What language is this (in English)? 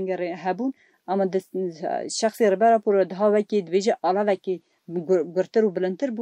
Kurdish